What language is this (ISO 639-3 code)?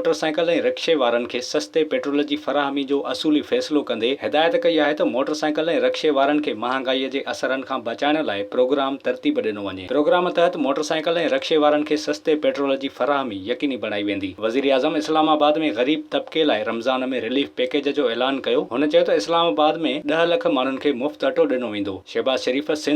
snd